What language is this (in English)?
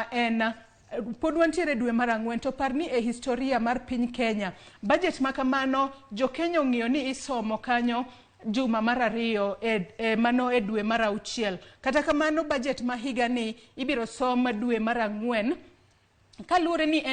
Luo (Kenya and Tanzania)